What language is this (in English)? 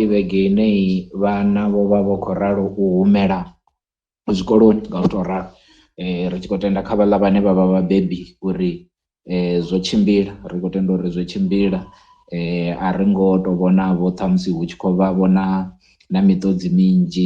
Venda